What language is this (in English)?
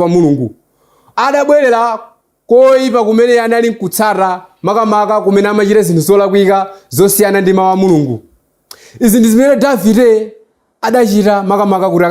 Nyanja